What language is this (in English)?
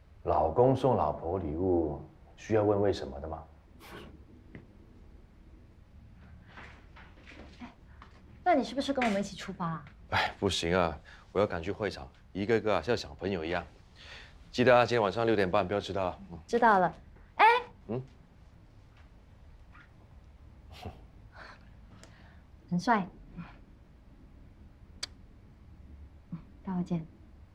Chinese